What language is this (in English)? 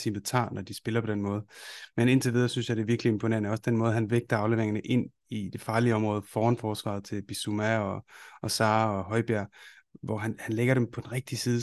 Danish